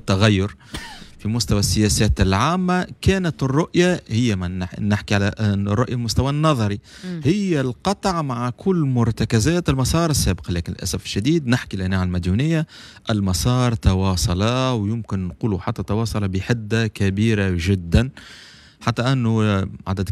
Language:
Tunisian Arabic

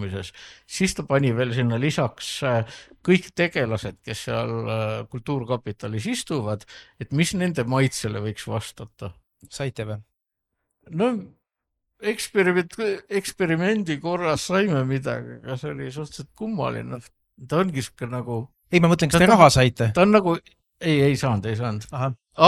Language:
Estonian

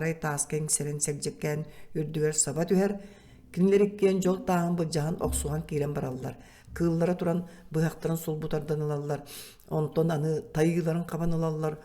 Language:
Yakut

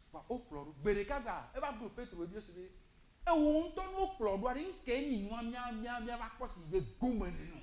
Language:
Ewe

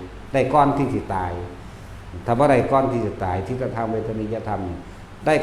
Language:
Northeastern Thai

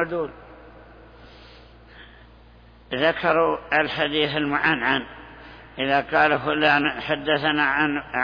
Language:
Arabic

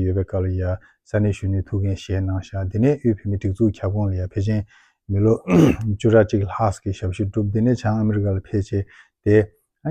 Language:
Tibetan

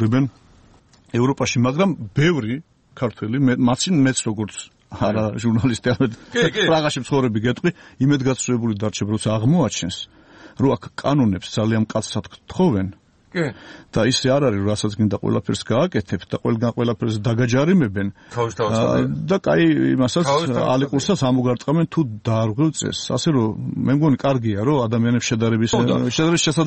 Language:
Georgian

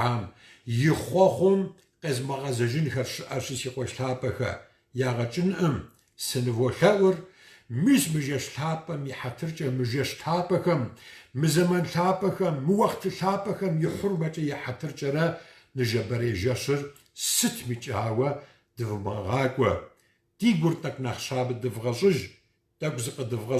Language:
Kabardian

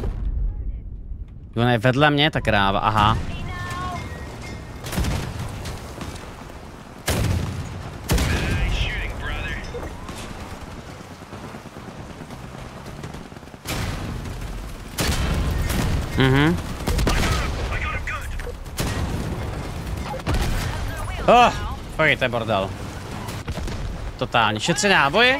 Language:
Czech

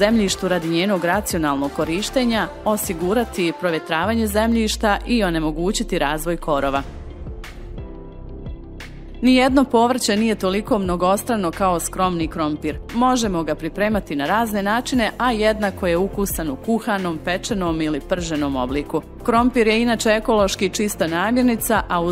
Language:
Bosnian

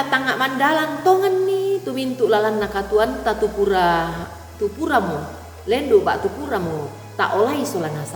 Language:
Toraja-Sa'dan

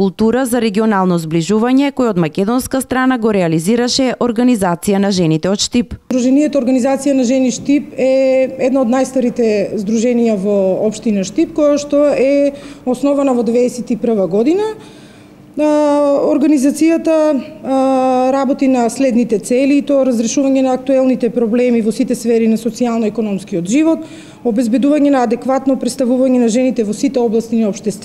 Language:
Macedonian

